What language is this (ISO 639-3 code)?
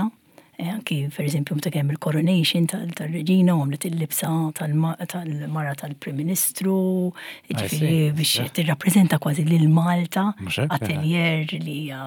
mlt